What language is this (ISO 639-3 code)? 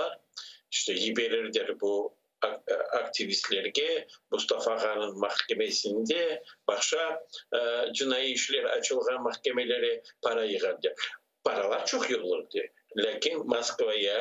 crh